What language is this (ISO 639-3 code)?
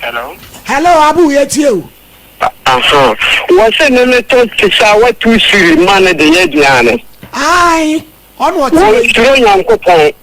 aka